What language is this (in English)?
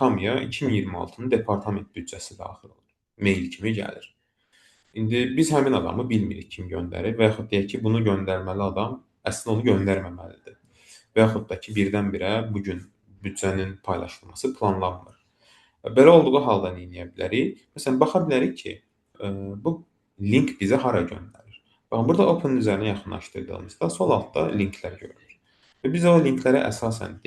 Azerbaijani